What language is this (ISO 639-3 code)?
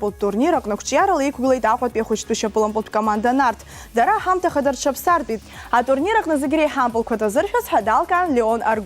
abk